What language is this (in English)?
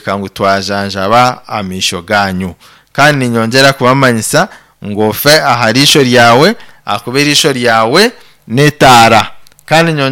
Nyankole